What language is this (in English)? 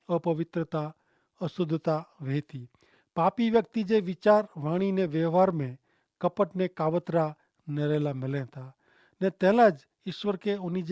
Kachhi